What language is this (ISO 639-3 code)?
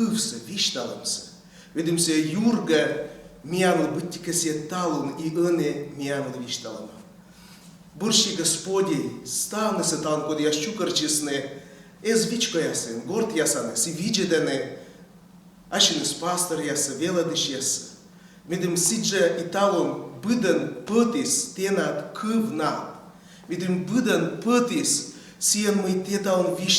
kom